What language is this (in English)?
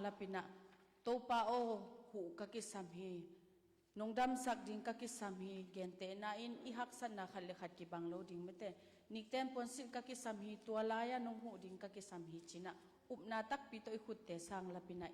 Tedim Chin